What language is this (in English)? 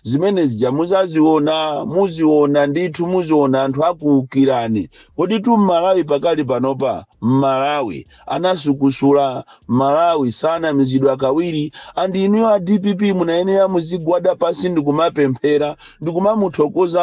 Nyanja